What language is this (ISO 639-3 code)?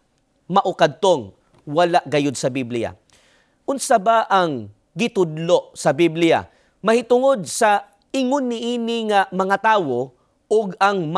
ceb